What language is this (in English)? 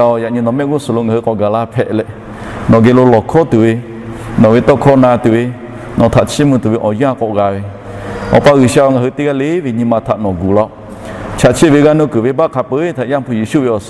Lahu